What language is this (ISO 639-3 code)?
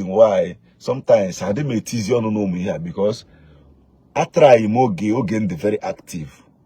ibo